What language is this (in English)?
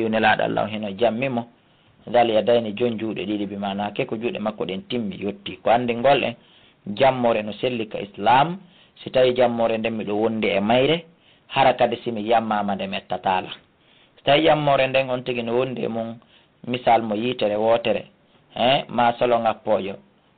Fula